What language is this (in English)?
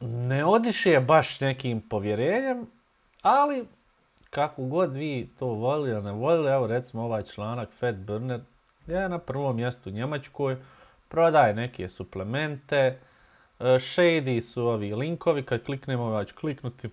Bosnian